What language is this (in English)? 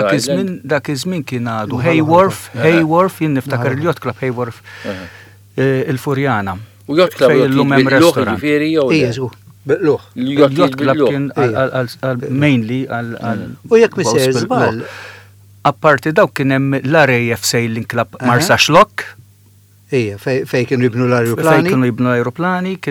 Maltese